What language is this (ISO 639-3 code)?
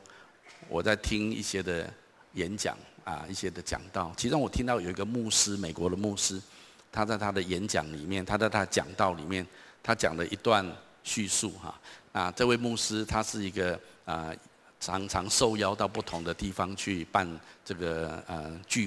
zho